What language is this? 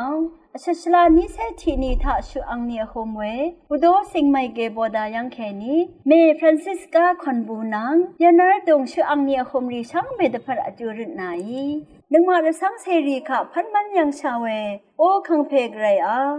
Rawang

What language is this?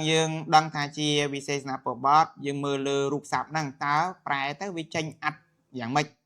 Khmer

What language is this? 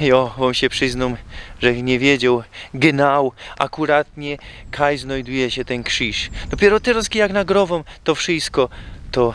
Silesian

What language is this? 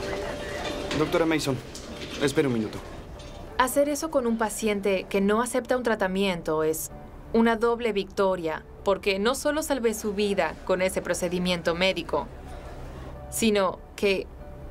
Spanish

